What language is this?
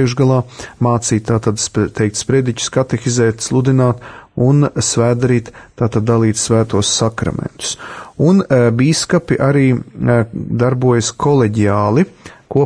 Latvian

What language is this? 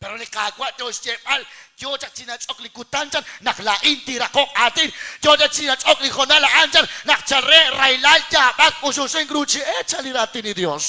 Kekchí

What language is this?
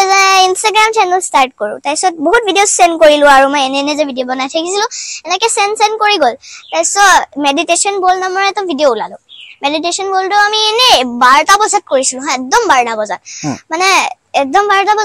Assamese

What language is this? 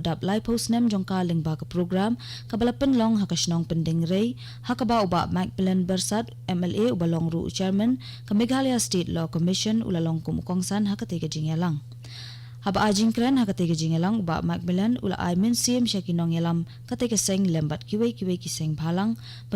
Khasi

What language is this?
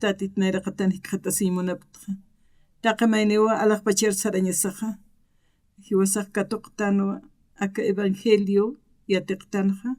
Aymara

